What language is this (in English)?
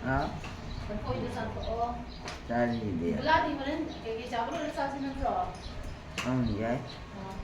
Manipuri